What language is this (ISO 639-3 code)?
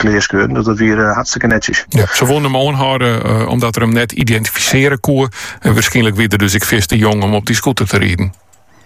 nld